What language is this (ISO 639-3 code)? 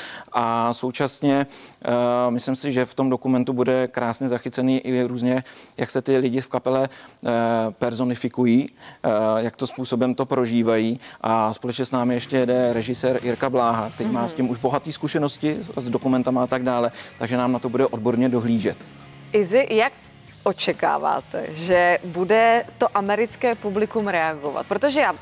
ces